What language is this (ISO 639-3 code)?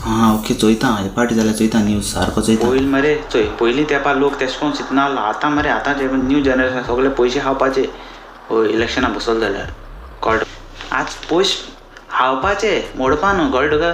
kok